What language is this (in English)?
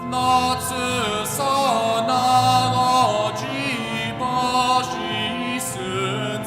Upper Sorbian